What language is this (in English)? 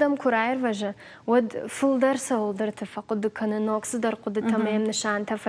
Ossetic